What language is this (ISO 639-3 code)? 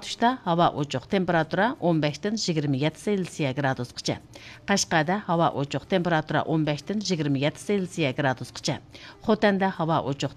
uig